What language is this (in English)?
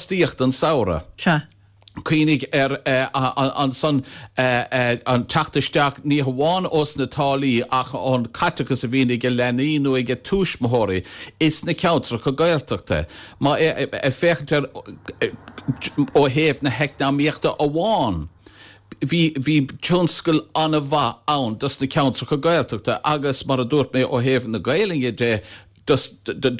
Irish